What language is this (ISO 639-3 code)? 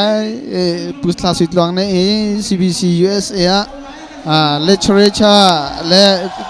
cnh